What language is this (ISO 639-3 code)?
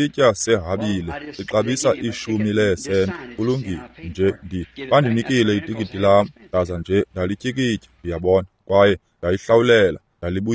xho